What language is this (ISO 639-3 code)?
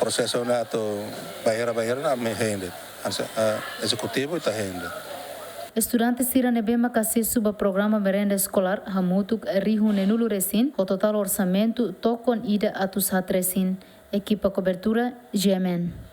tet